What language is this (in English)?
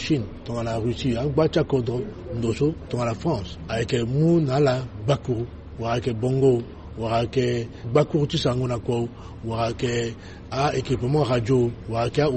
Sango